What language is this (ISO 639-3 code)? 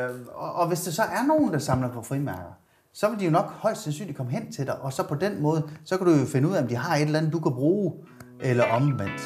dan